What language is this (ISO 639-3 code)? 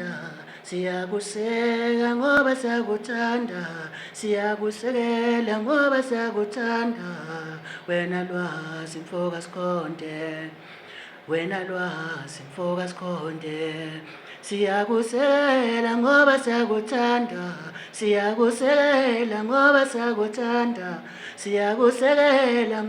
ssw